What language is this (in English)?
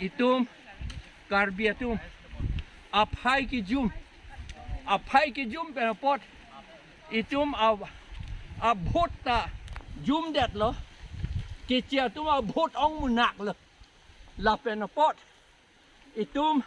Karbi